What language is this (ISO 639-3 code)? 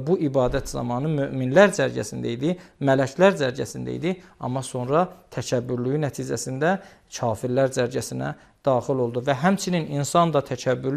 aze